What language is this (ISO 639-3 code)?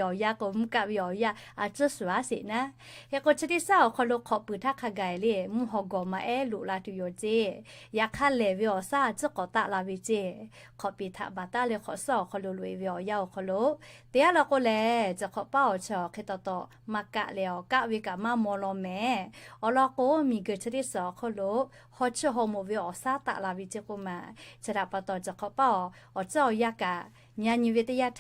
lhu